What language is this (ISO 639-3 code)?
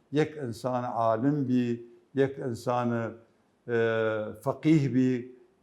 acm